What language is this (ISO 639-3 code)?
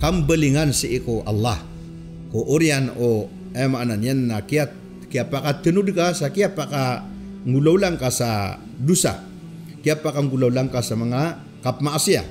mrw